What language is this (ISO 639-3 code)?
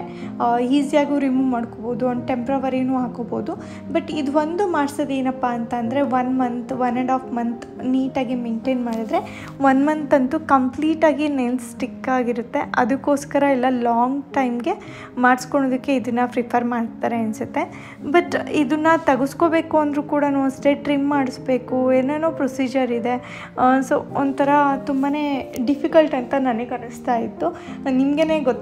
kan